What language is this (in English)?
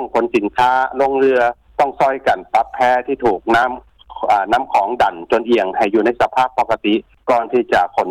Lao